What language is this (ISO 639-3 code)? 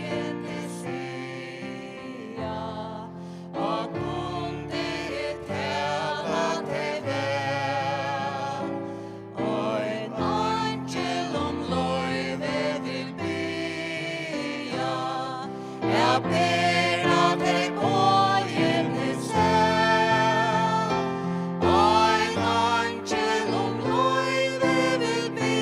fao